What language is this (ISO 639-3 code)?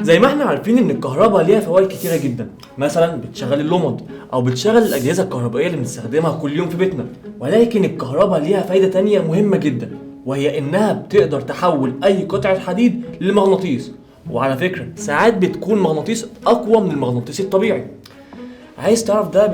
arz